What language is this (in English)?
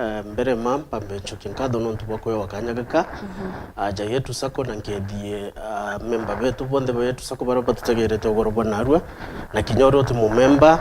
Meru